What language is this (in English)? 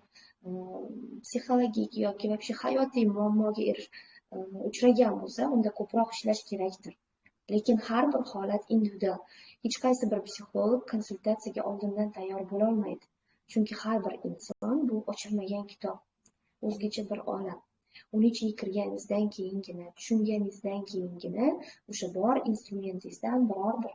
Uzbek